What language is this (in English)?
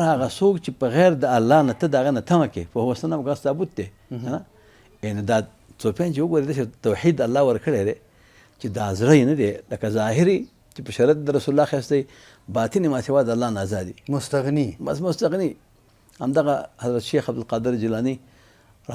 Pashto